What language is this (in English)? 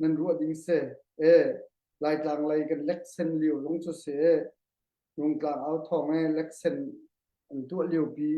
Hakha Chin